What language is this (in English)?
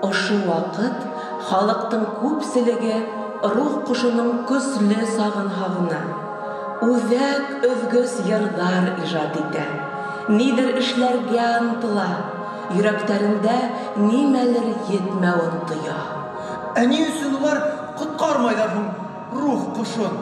Bashkir